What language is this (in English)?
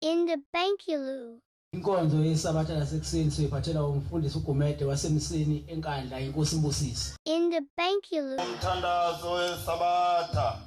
Zulu